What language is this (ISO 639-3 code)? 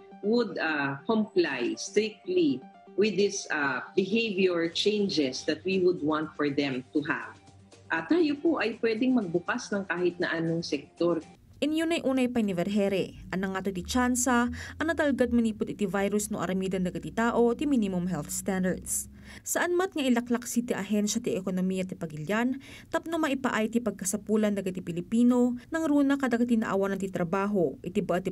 ilo